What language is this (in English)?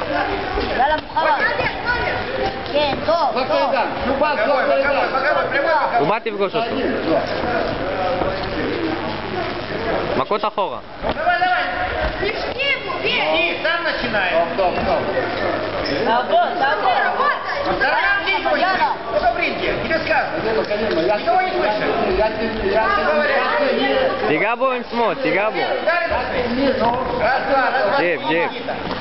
Hebrew